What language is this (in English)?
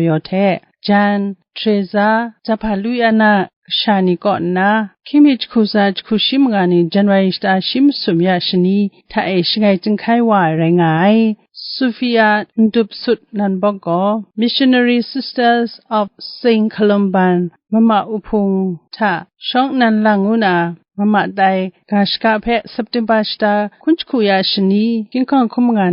Kachin